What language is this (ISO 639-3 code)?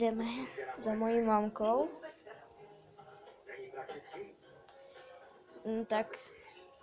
ces